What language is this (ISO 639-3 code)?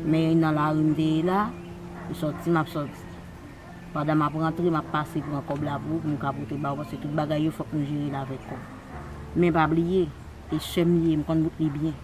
hat